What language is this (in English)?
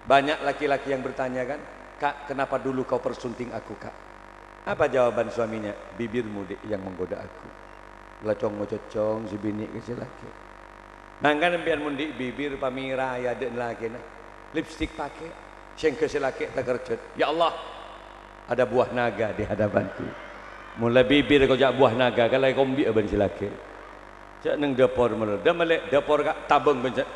Madurese